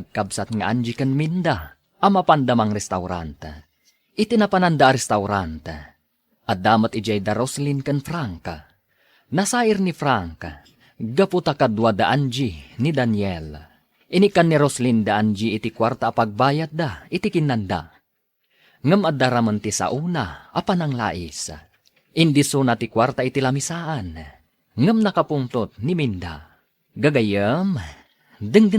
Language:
Iloko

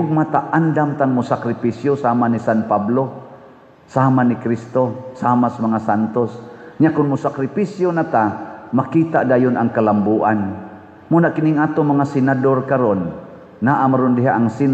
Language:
Cebuano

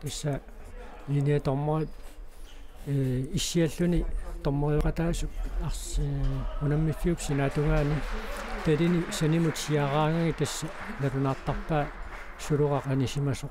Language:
Kalaallisut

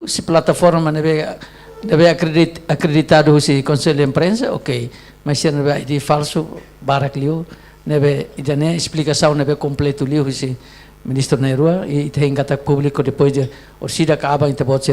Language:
Tetum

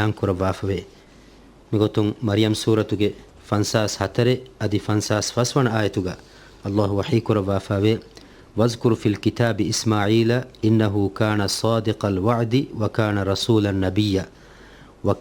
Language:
Divehi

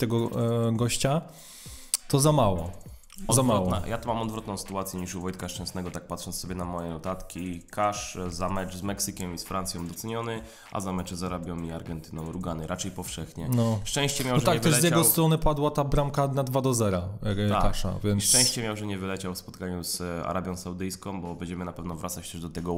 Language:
Polish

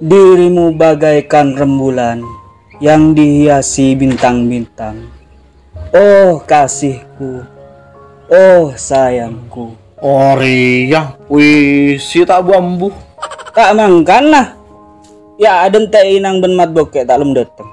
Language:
Madurese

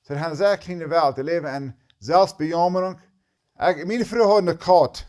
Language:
Plautdietsch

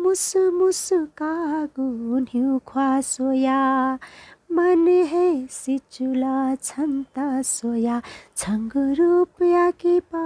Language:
Newari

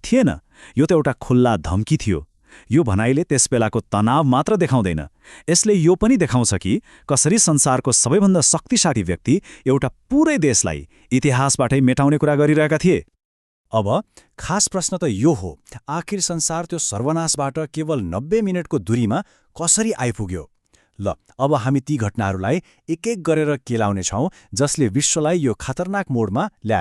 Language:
Nepali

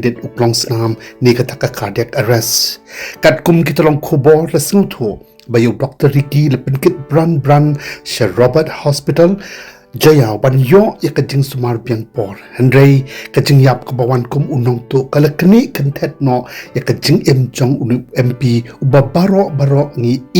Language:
Khasi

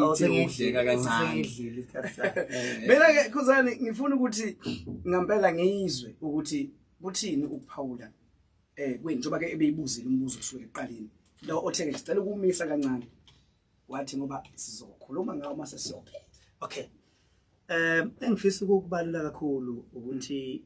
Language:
Zulu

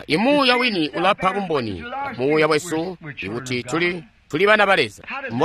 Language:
Tonga (Zambia)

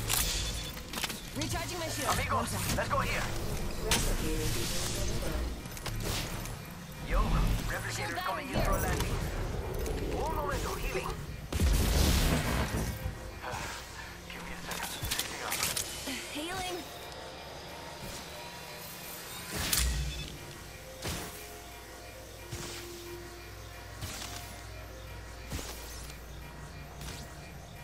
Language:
English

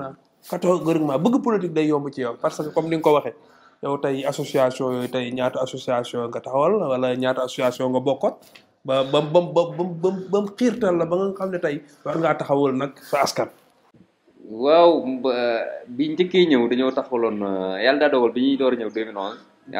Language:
Wolof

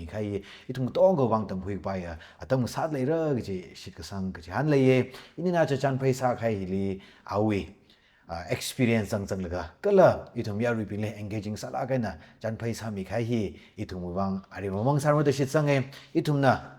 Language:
Tangkhul Naga (India)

